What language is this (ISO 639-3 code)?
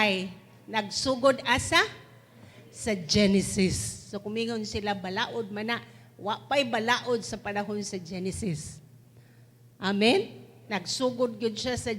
ceb